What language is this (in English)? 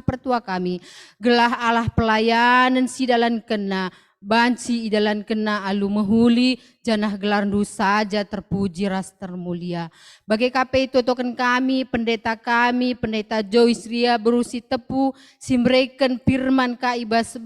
Batak Karo